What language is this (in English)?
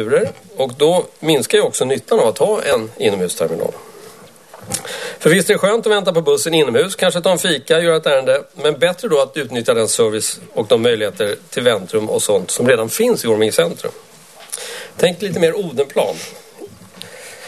Swedish